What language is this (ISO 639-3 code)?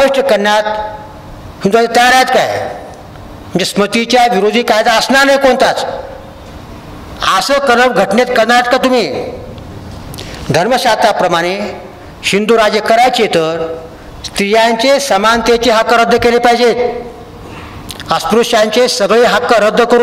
mar